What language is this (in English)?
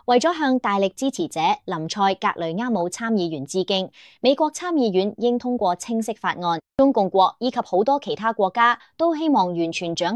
Cantonese